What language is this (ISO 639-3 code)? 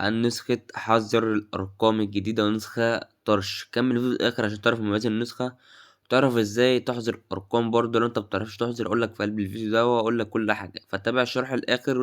arz